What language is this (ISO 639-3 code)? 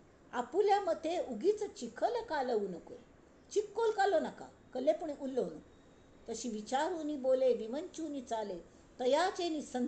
kok